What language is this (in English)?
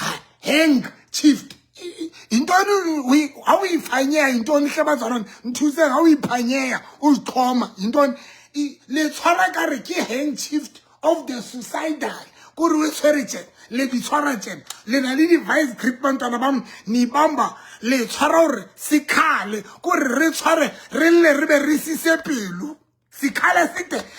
Southern Sotho